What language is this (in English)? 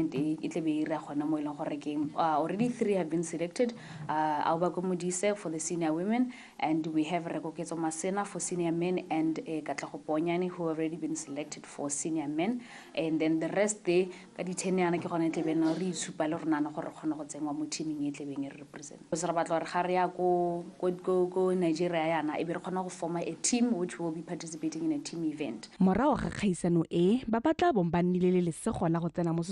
Tswana